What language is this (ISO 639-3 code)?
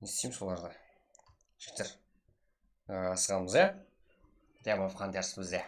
kaa